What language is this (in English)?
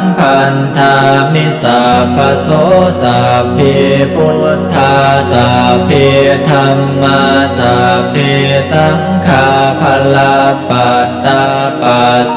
Pali